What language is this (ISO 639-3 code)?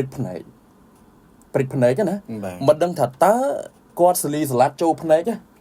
khm